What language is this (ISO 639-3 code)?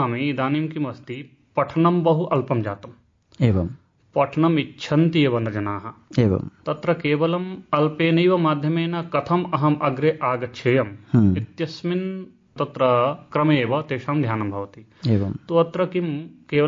san